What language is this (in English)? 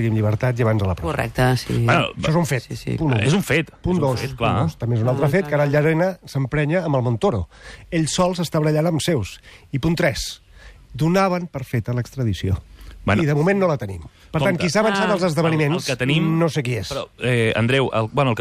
Catalan